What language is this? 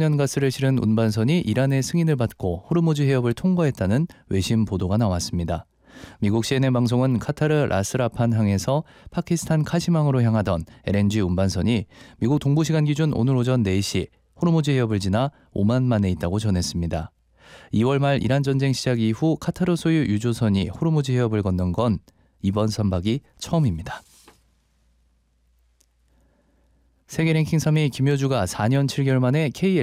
Korean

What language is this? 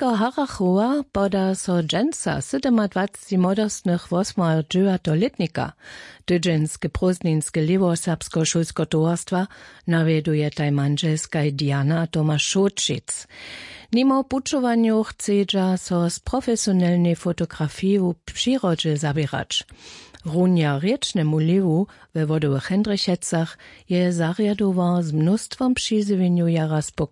Upper Sorbian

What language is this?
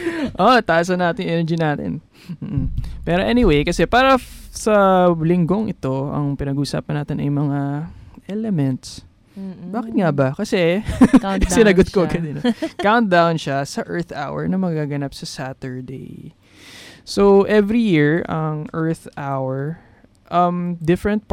Filipino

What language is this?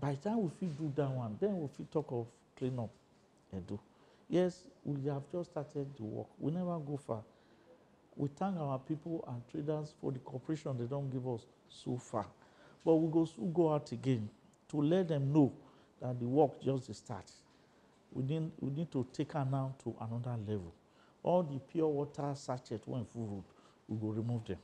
Nigerian Pidgin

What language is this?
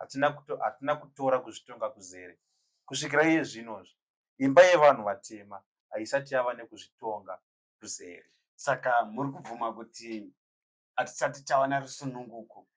Shona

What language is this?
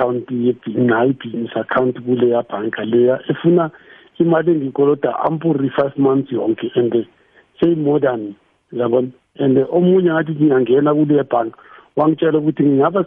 South Ndebele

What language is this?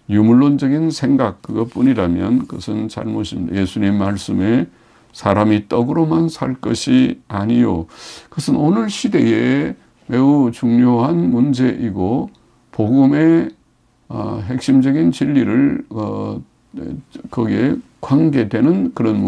Korean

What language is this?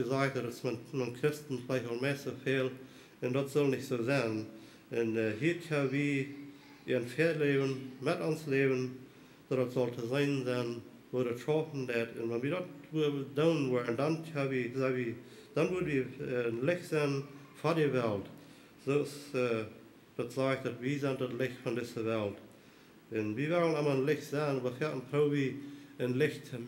Plautdietsch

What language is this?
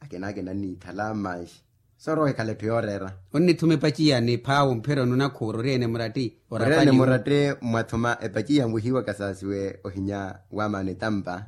Makhuwa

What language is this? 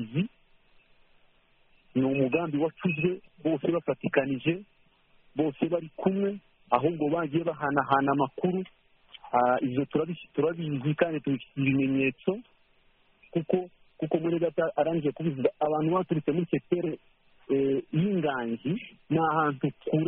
Kinyarwanda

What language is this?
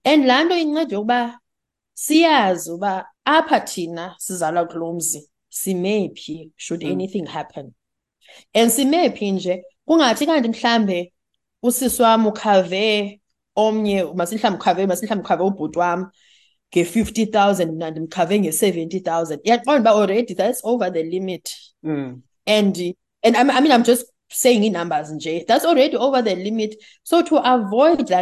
Xhosa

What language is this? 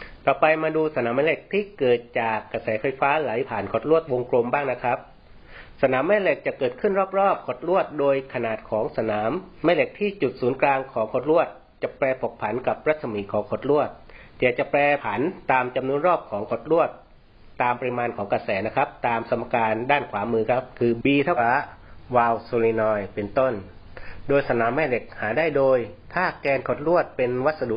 Thai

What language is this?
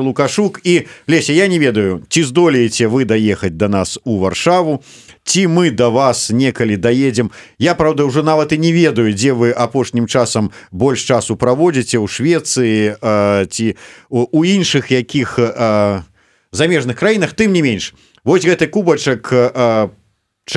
Belarusian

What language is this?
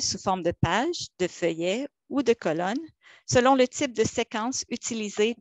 French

